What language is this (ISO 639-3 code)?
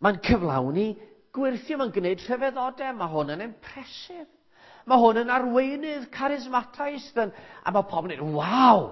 cym